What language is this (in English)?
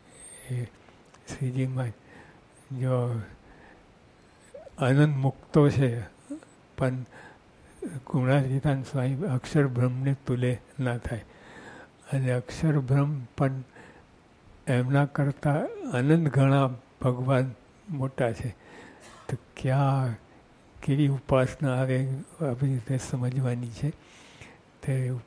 Gujarati